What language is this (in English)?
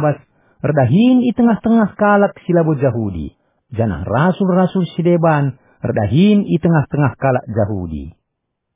Batak Karo